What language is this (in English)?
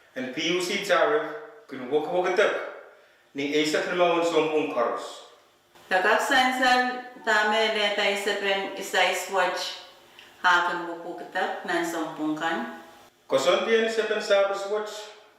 Pohnpeian